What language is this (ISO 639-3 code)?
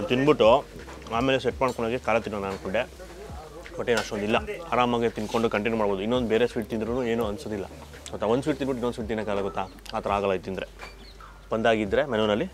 kan